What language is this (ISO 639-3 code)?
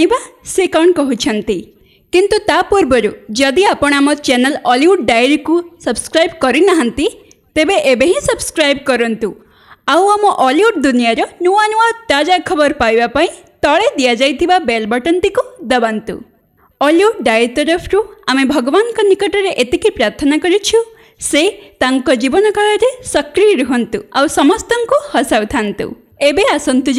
ori